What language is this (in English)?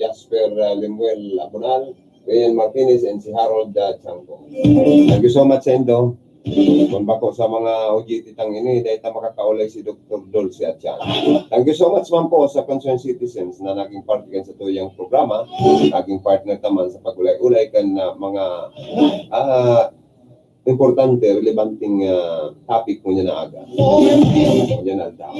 Bikol